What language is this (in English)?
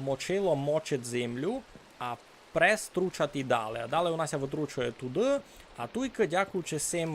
Rusyn